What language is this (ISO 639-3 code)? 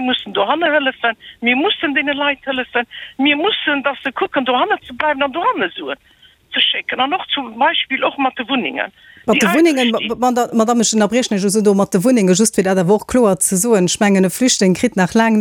ltz